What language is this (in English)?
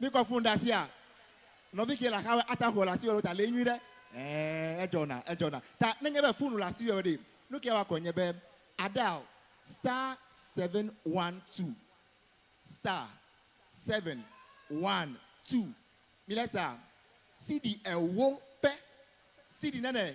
Ewe